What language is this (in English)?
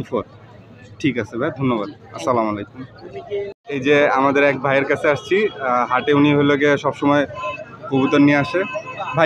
Bangla